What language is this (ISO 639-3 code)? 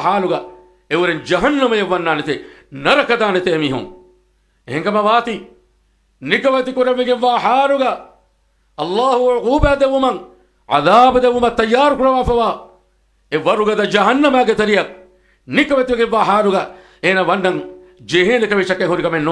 div